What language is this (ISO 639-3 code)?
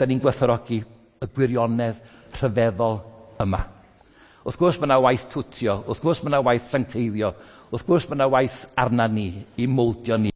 cym